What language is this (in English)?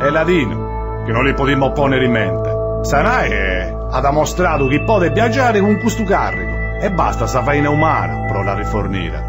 Sardinian